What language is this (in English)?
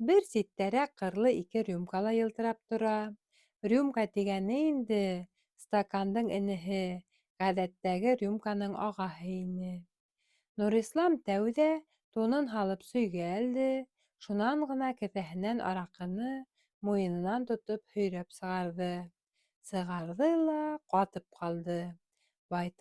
Bashkir